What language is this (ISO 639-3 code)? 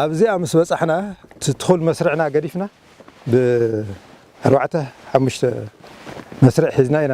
tir